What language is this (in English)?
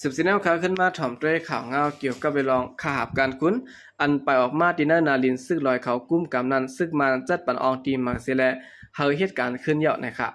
Shan